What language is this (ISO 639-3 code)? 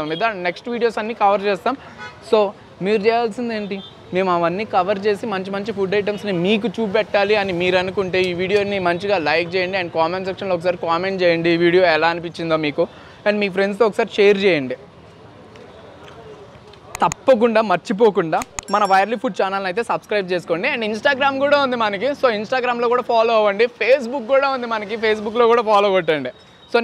tel